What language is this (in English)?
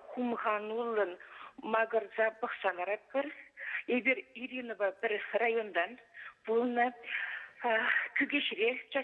Chuvash